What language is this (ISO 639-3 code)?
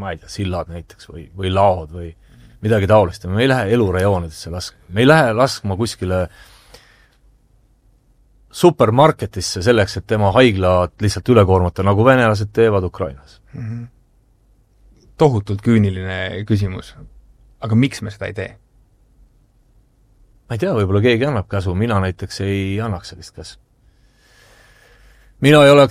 est